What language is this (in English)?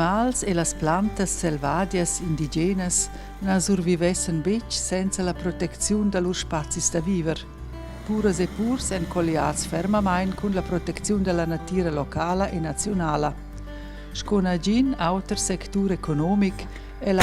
Romansh